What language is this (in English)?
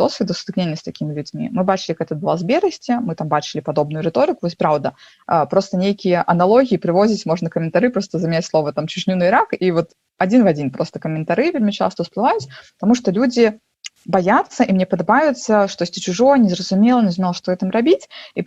Belarusian